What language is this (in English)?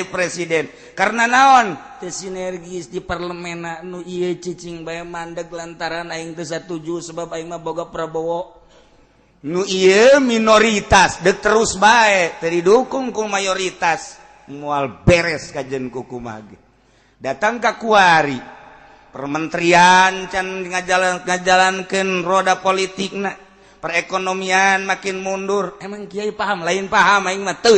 Sundanese